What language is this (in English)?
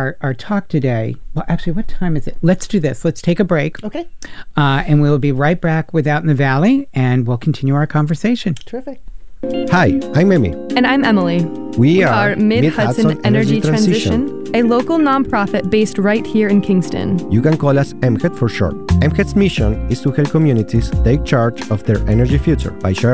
English